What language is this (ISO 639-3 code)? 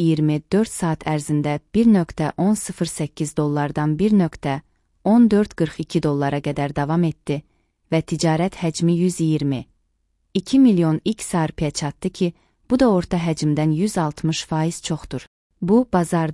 aze